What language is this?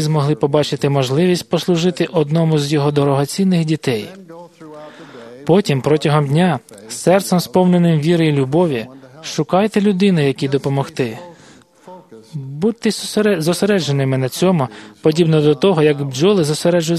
Ukrainian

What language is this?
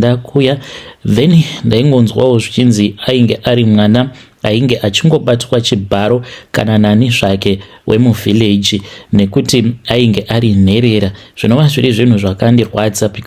Shona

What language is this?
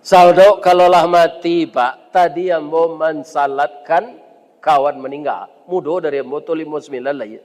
Minangkabau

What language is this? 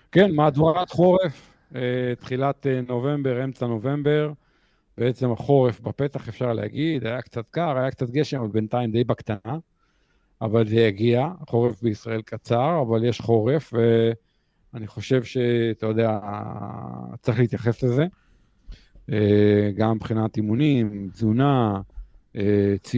Hebrew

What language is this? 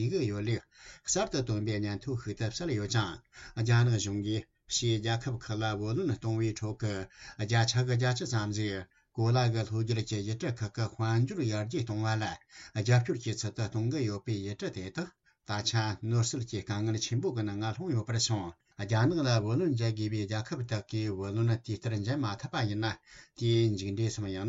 Tibetan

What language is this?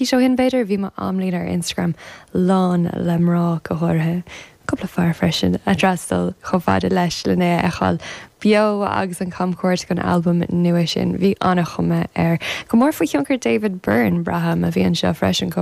Irish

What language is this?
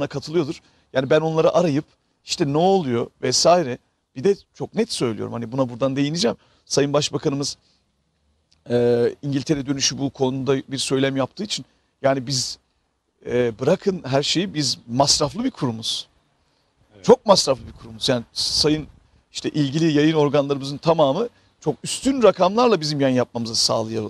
Turkish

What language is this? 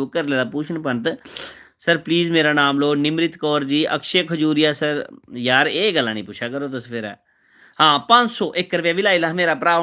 Dogri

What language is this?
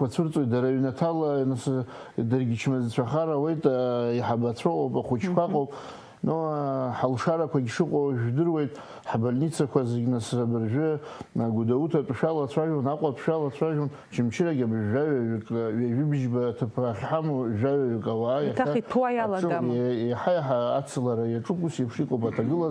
Abkhazian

